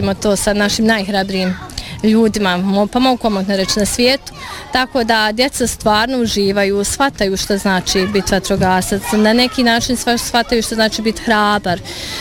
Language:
Bosnian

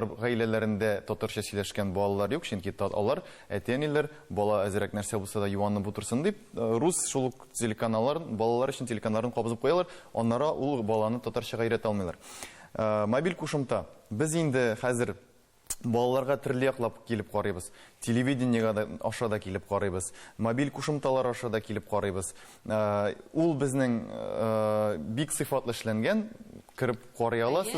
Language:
Tatar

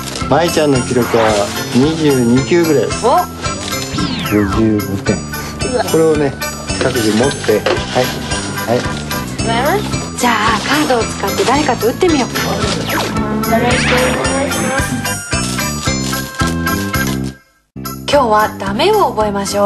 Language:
Japanese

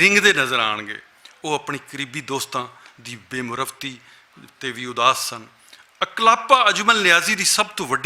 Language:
Western Panjabi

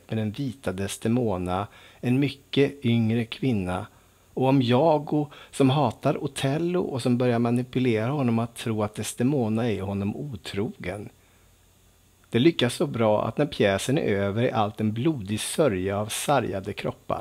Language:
Swedish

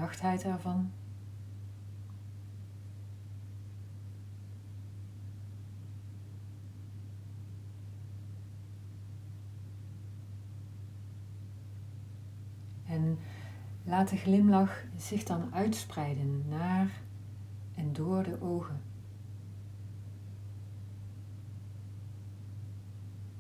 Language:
Dutch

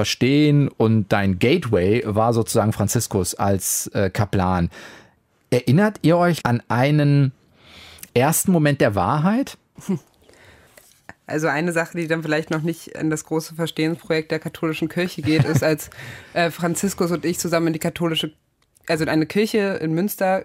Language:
German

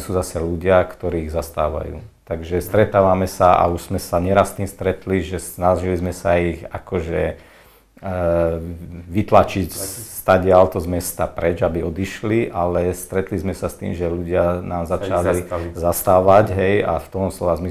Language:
Slovak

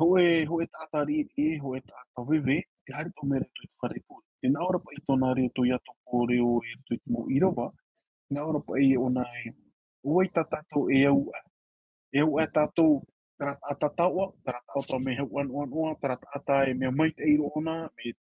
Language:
Tahitian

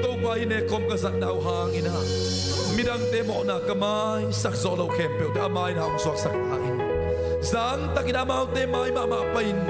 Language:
Tedim Chin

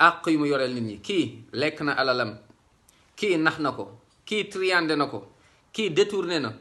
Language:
Wolof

